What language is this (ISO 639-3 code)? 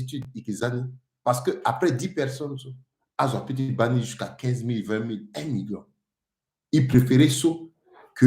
sag